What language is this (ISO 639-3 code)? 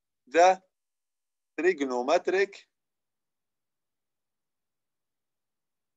ajp